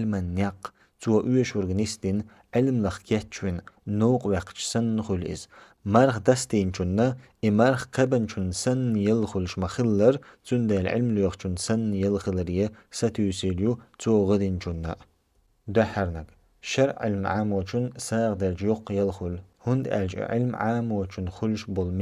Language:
Chechen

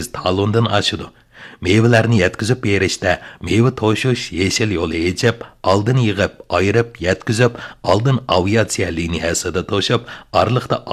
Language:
Uyghur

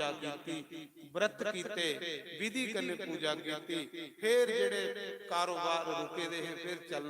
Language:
Dogri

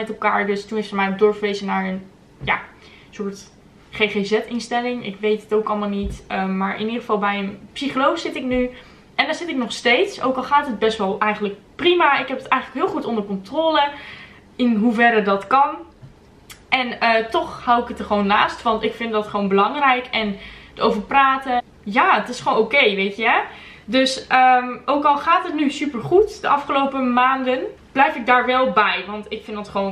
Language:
Dutch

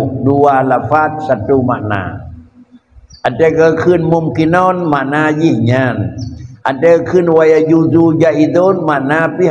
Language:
Achinese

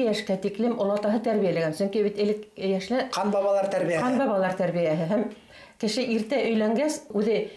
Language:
Bashkir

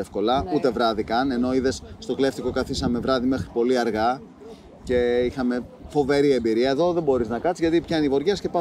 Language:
Greek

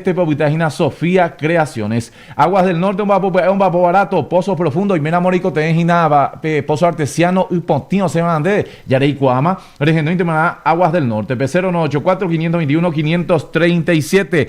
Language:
Guarani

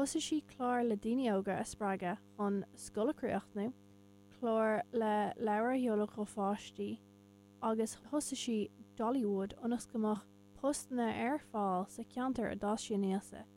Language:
Irish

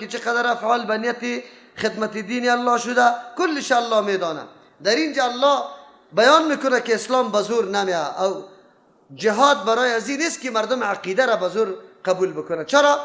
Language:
Persian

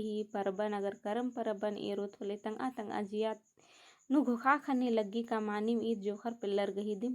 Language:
Kurukh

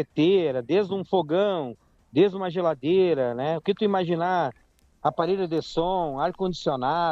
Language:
Portuguese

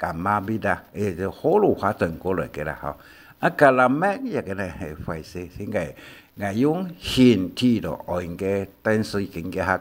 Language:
Hakka Chinese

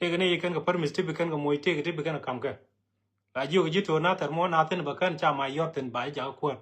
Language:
Nuer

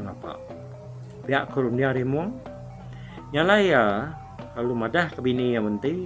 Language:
Iban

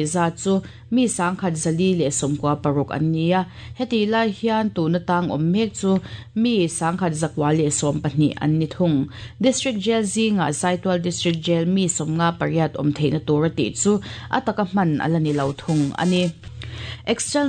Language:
Mizo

